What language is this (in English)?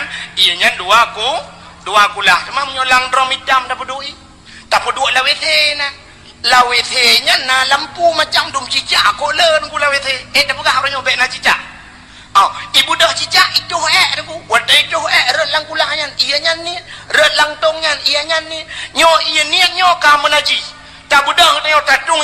Achinese